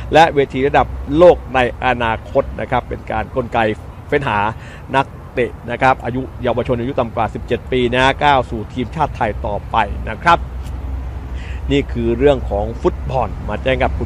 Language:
Thai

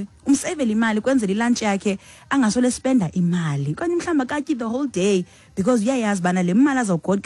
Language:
Xhosa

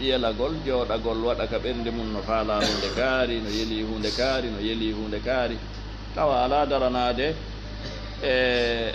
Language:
Fula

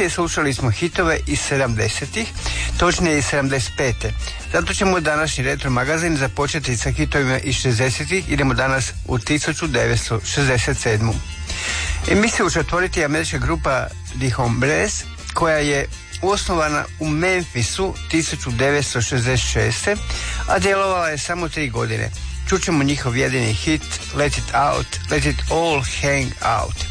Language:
Croatian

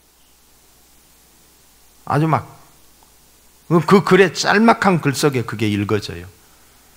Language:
Korean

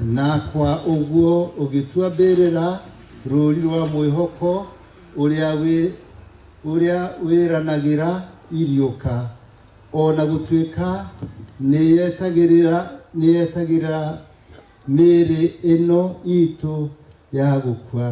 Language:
Kikuyu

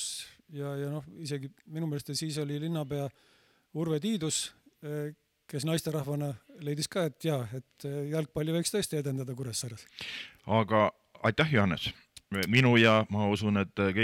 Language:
Estonian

